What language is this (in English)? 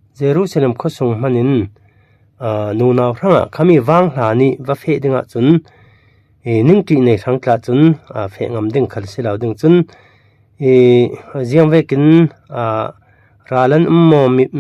Falam Chin